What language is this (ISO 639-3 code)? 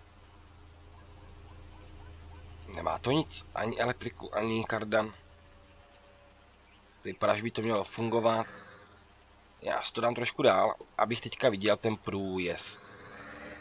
ces